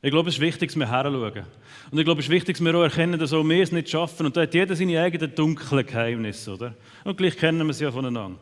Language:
Swiss German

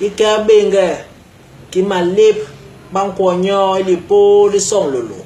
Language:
Basaa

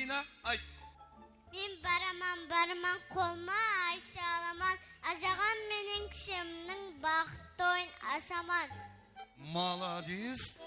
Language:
Kara-Kalpak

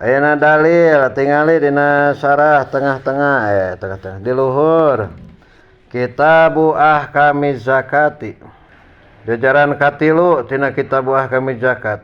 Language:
Sundanese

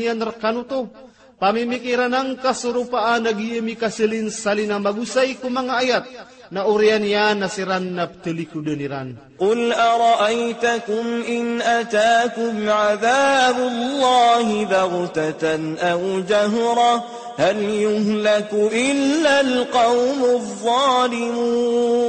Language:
Maranao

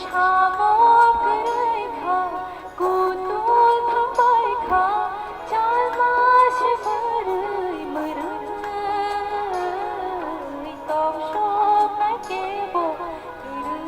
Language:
Kok Borok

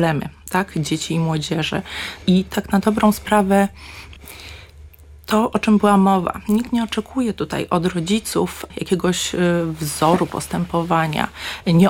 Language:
Polish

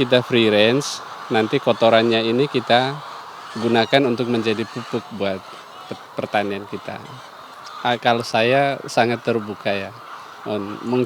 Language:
Tetum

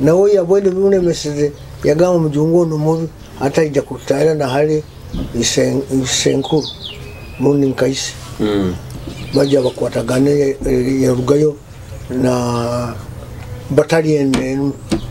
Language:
Nyoro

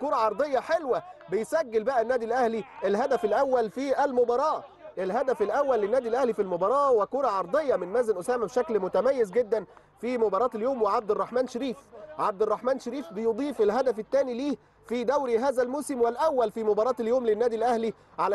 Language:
Egyptian Arabic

